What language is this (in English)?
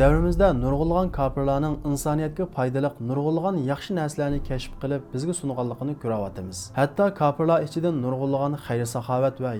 Uyghur